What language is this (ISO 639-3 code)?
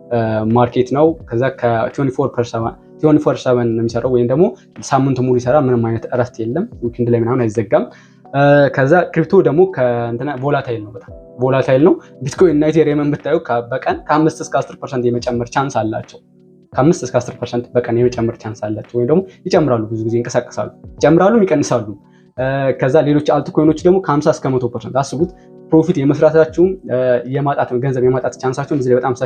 amh